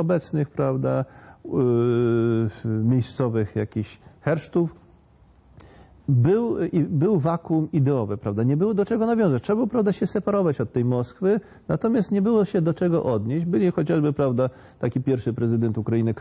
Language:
Polish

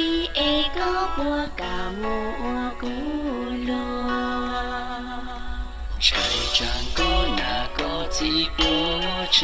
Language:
Hmong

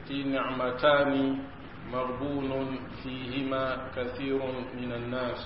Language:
Mossi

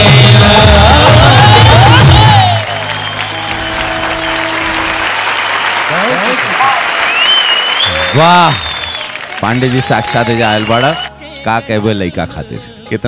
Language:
Bhojpuri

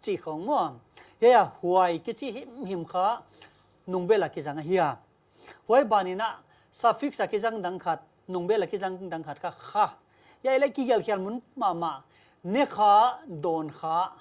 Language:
Paite Chin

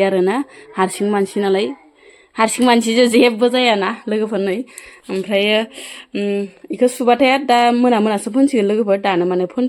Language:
Bodo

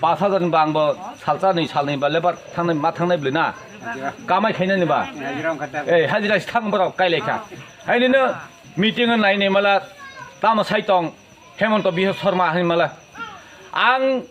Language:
Kok Borok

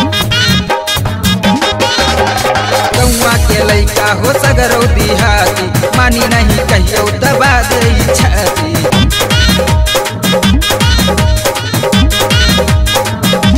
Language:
Bhojpuri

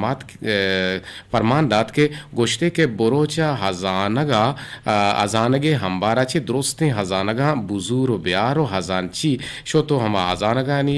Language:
Eastern Balochi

